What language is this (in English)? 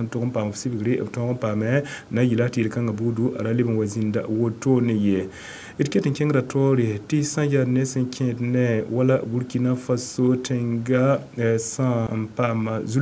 Mossi